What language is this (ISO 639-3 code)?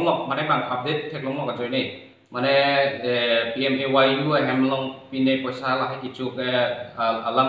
mjw